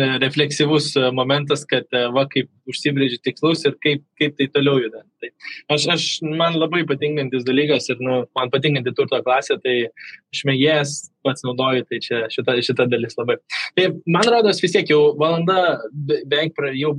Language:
Lithuanian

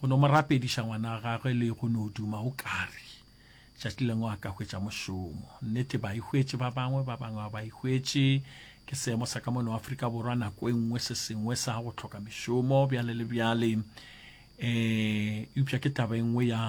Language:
Northern Sotho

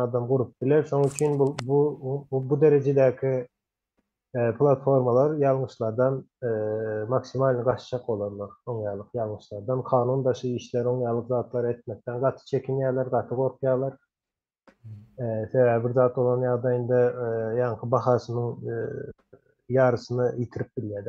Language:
Turkmen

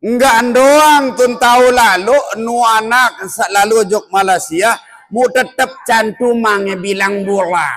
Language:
Sasak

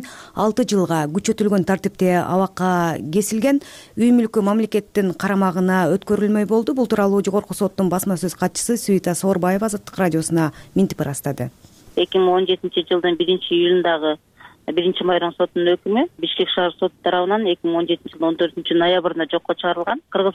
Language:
Kyrgyz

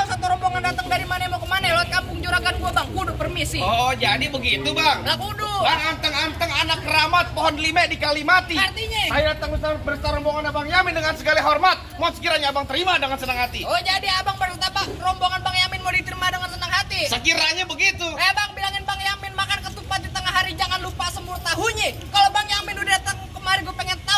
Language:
Betawi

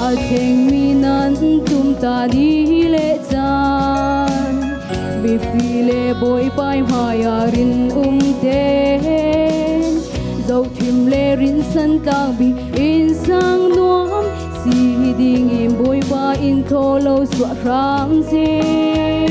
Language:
Falam Chin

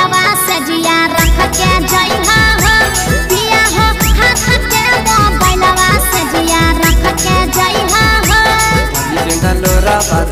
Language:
Bhojpuri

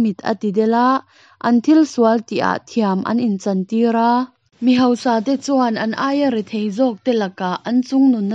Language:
Hakha Chin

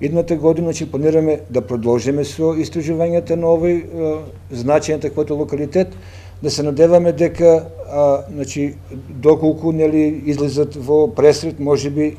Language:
Macedonian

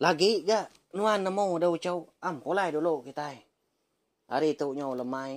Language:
Iban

